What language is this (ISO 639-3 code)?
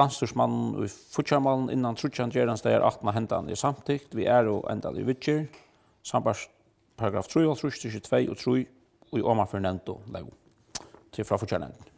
fao